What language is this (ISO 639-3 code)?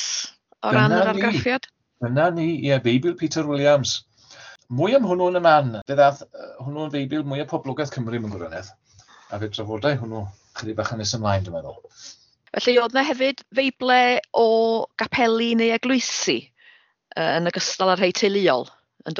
cym